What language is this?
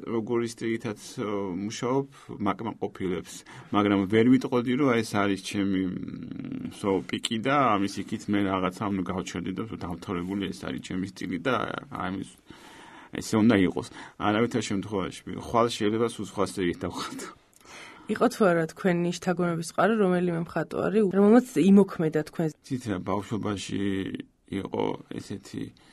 Georgian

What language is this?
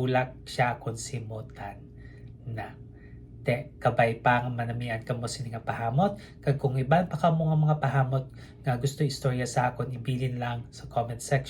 Hiligaynon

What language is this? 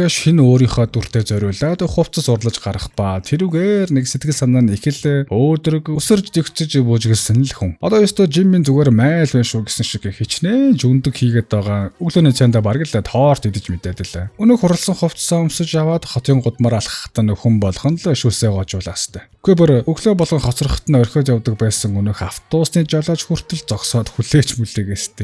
Mongolian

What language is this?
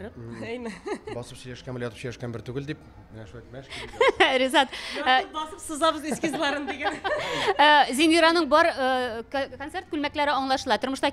Tatar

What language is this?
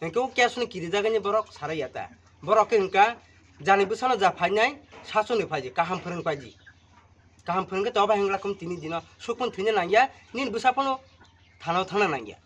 Kok Borok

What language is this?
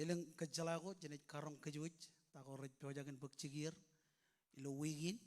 Marshallese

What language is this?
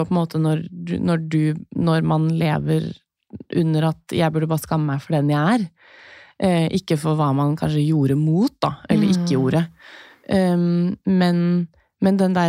Norwegian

